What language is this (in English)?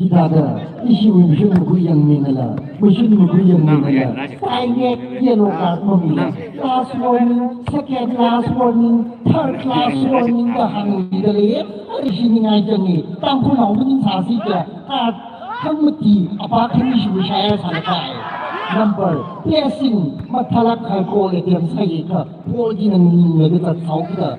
Tangkhul Naga (India)